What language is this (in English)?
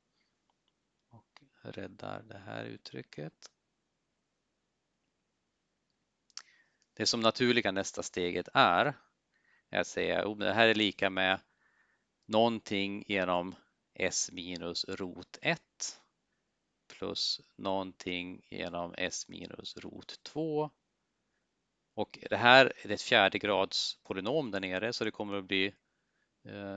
Swedish